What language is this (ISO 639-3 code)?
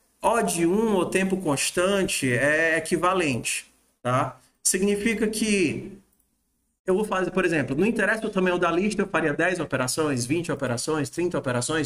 por